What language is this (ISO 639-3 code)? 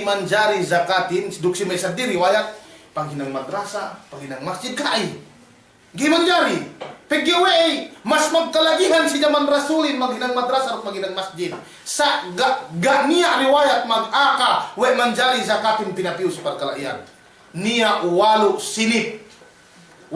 yka